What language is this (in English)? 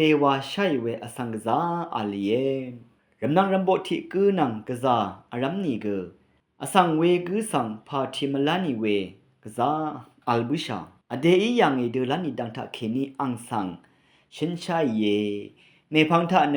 Rawang